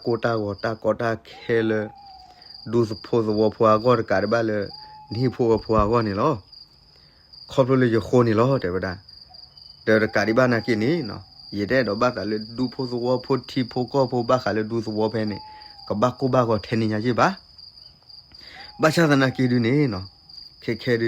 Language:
S'gaw Karen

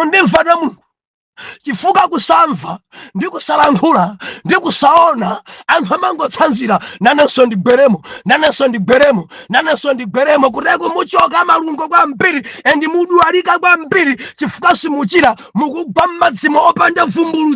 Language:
Nyanja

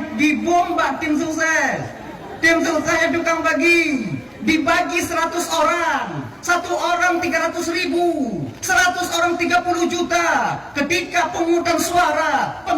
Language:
Achinese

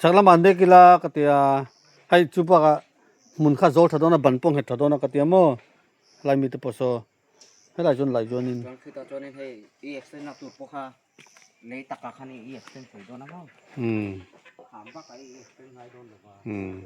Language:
Mizo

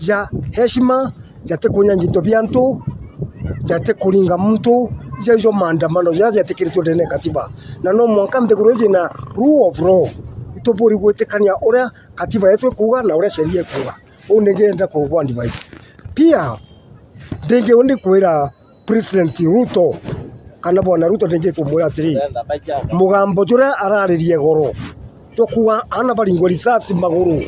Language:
Meru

